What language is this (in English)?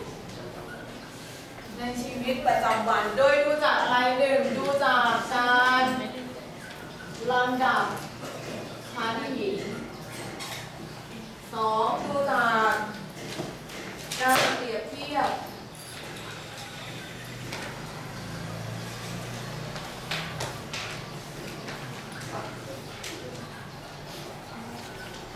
Thai